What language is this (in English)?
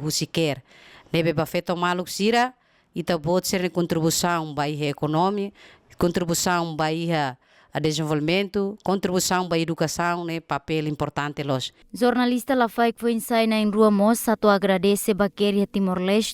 Tetum